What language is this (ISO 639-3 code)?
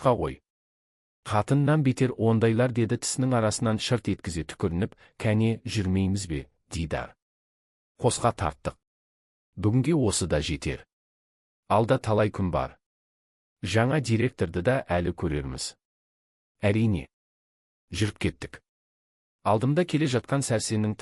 kaz